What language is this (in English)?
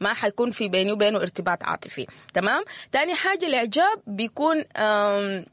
Sudanese Arabic